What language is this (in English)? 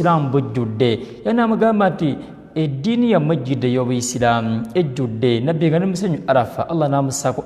Ganda